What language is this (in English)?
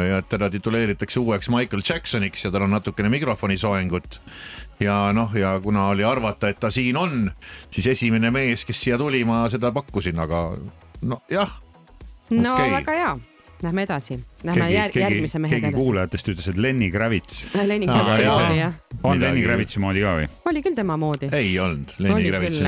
Estonian